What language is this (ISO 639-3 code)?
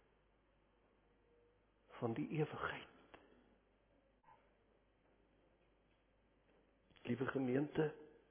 afr